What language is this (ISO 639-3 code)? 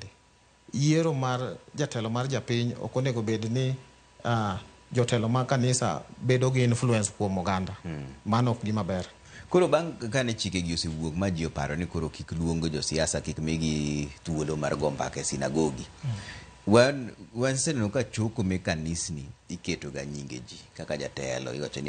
luo